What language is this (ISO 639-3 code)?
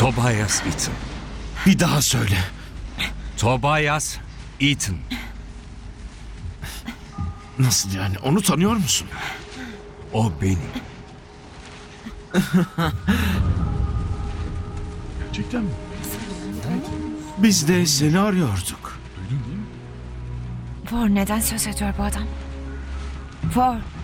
tur